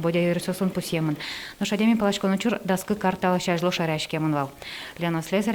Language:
Udmurt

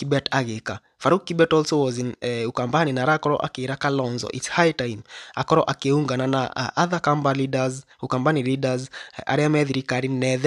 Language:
Kikuyu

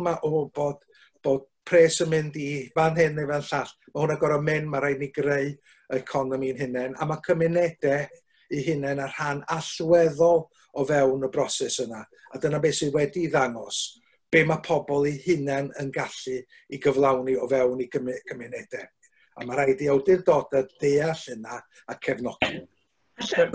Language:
Welsh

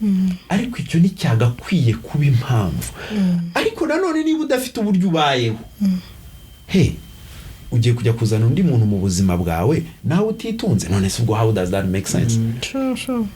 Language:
Kinyarwanda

